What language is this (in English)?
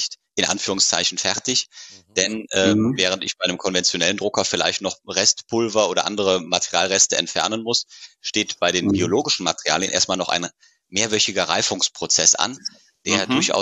German